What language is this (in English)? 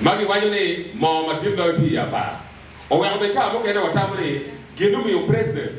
Acoli